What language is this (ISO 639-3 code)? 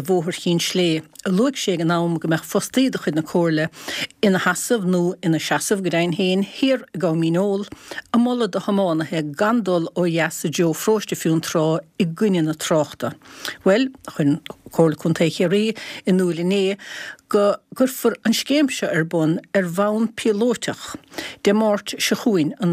gle